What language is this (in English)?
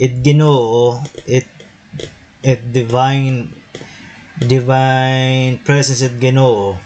Waray